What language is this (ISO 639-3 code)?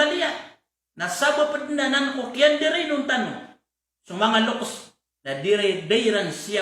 mrw